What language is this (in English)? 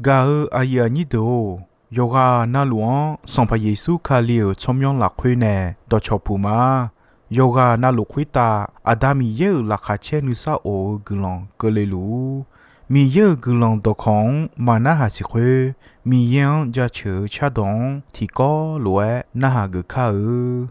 Akha